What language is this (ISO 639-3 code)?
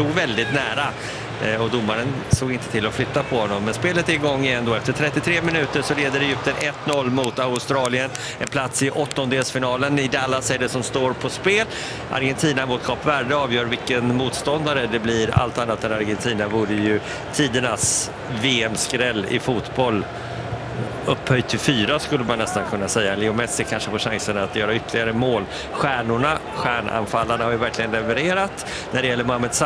swe